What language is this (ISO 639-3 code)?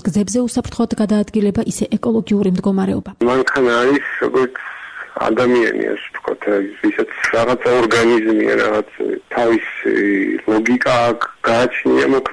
kat